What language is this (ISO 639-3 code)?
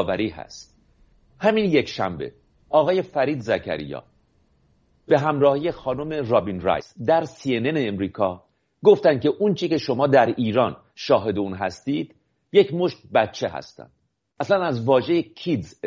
fas